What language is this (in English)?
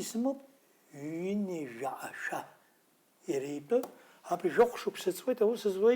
Abkhazian